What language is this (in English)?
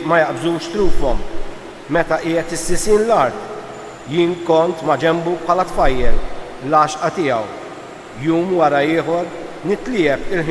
Maltese